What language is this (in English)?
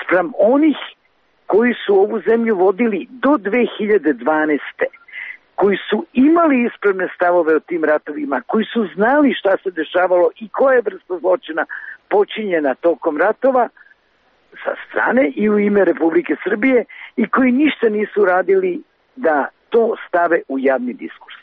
Serbian